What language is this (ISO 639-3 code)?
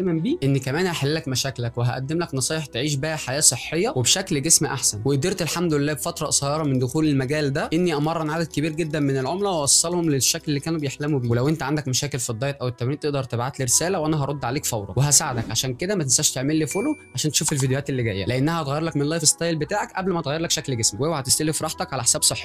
arz